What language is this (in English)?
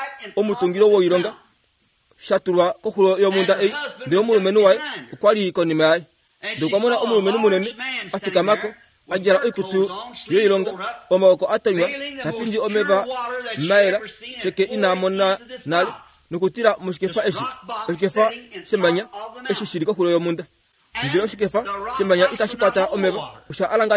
Kuanyama